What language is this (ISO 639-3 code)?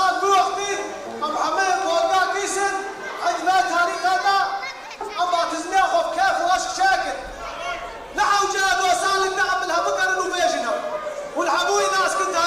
kur